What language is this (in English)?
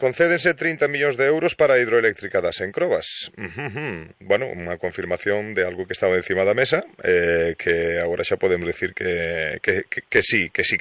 Galician